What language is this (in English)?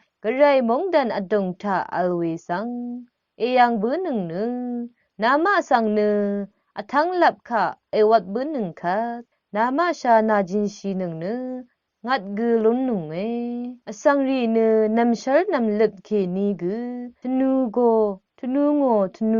Rawang